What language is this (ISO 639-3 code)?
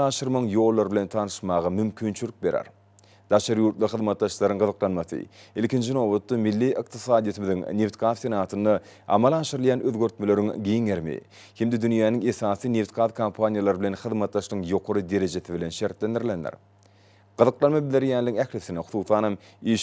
tuk